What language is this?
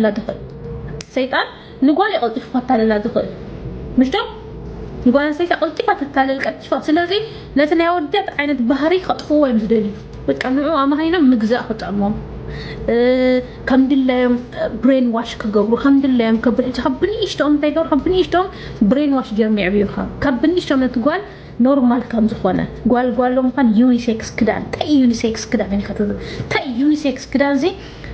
Tigrinya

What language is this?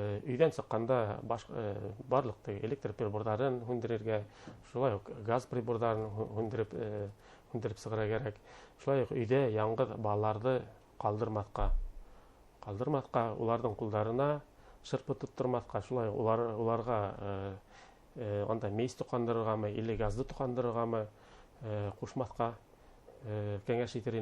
Bashkir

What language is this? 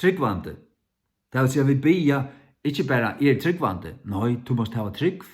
Faroese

